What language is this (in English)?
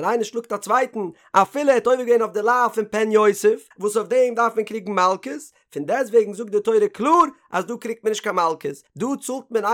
Yiddish